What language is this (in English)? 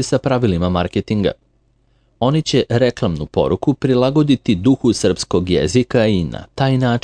Serbian